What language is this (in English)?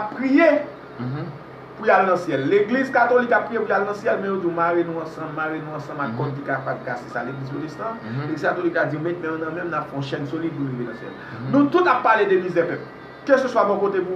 Haitian Creole